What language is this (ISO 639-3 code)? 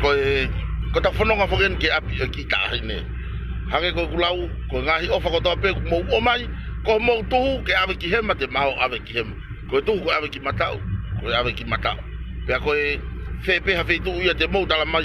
ton